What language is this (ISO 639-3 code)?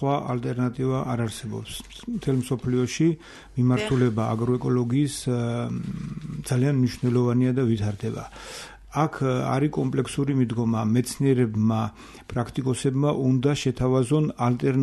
kat